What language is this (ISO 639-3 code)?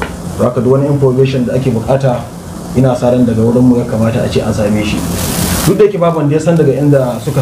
hau